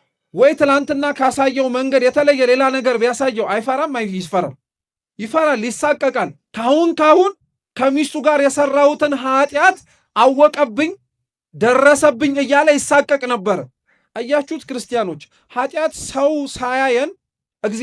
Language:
Amharic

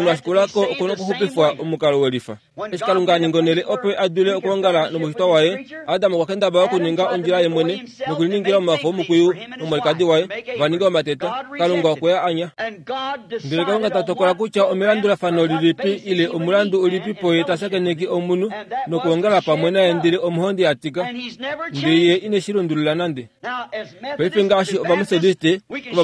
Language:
Kuanyama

